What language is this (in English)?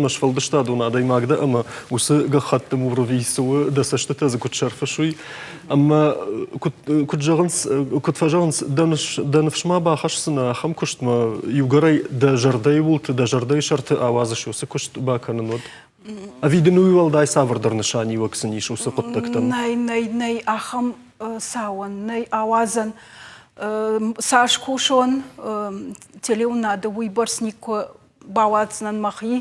Ossetic